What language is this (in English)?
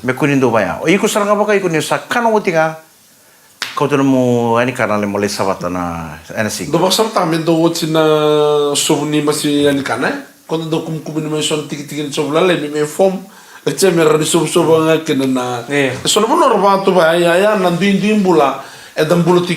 Fijian